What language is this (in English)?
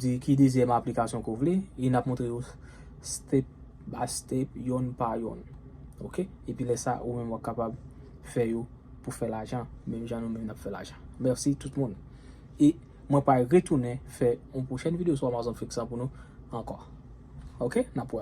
Haitian Creole